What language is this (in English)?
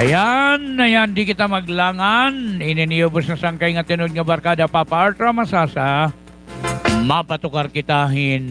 Waray